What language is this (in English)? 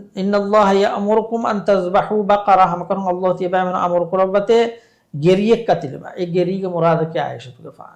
Divehi